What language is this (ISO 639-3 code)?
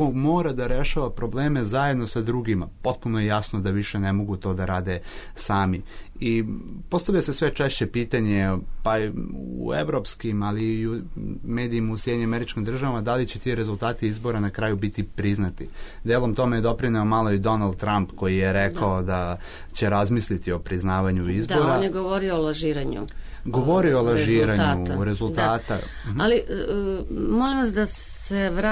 srp